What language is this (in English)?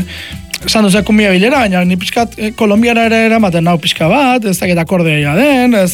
Basque